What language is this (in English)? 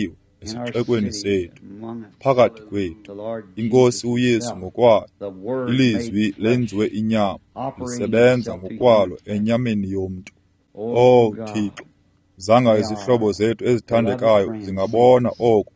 Xhosa